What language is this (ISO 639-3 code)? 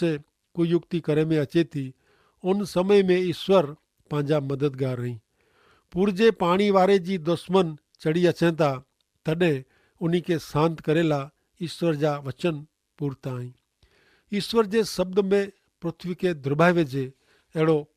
kfr